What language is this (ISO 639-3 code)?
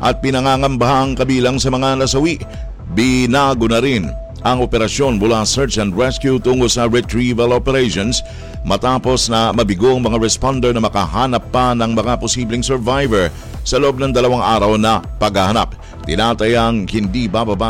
fil